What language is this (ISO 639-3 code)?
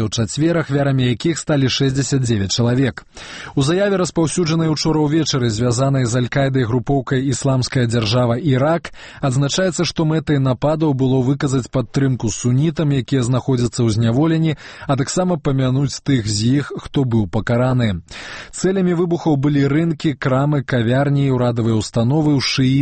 bel